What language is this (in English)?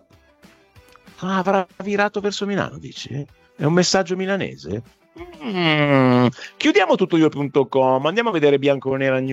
Italian